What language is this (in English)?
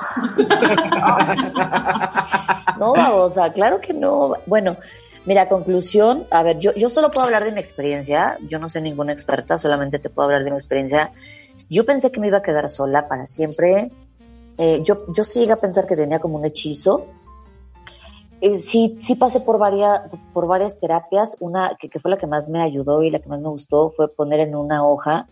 Spanish